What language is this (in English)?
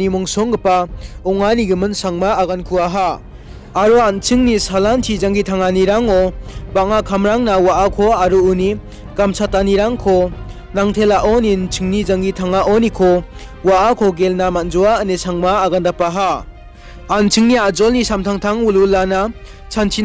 Garo